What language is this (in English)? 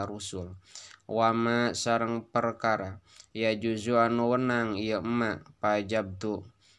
Sundanese